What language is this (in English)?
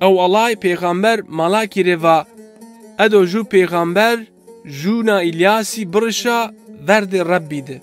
Zaza